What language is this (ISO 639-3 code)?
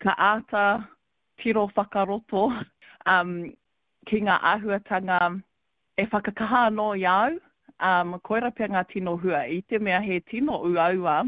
mri